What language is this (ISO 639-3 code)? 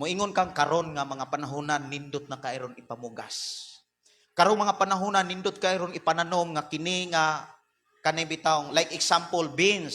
ceb